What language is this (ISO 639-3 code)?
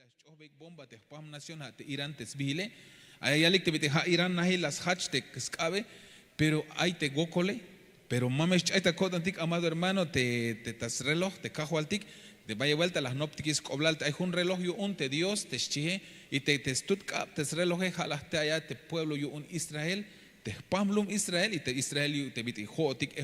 tzh